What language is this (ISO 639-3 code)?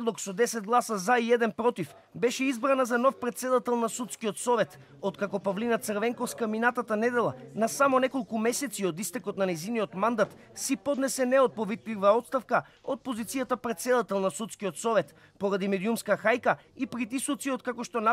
mkd